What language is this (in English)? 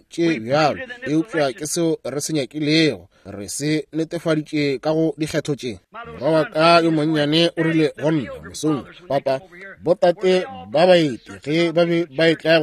Northern Sotho